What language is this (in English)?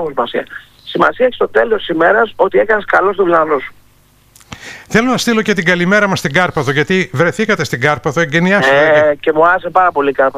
Greek